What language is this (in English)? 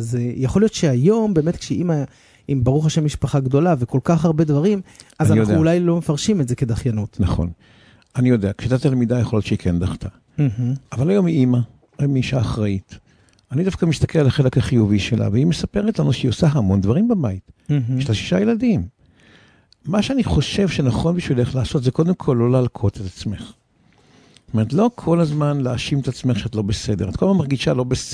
Hebrew